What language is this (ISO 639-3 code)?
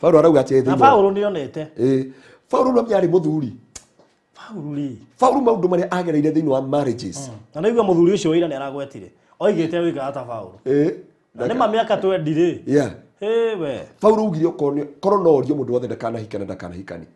kik